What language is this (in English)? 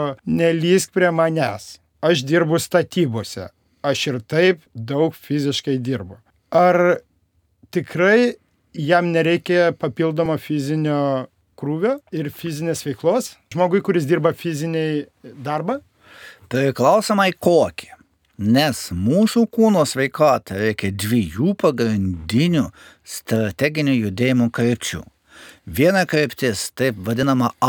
Lithuanian